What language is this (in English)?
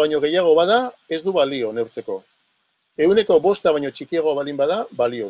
Basque